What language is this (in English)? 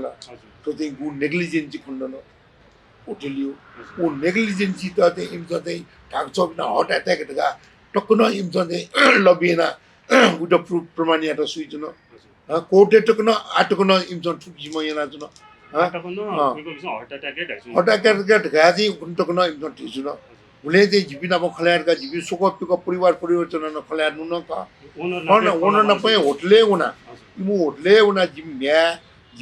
Newari